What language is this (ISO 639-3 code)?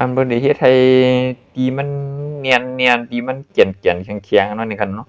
shn